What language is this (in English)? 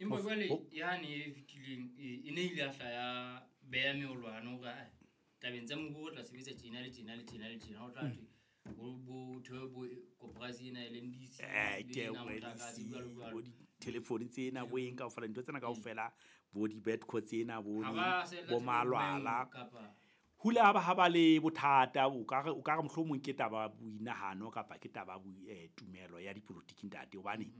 Southern Sotho